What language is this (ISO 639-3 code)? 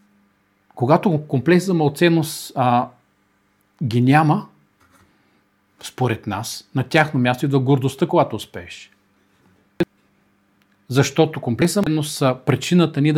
bul